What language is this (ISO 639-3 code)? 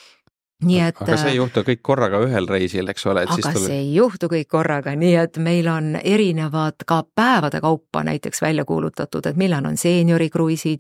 est